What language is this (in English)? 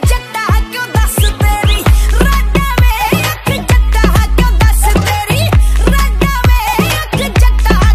Punjabi